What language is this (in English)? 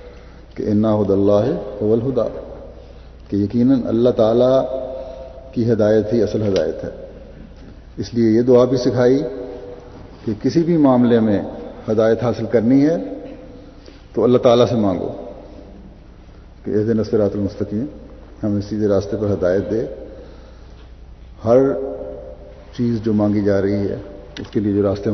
Urdu